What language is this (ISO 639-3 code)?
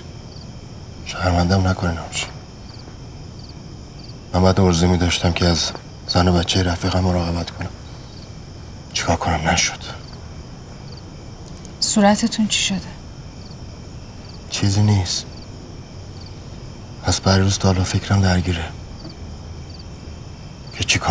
fas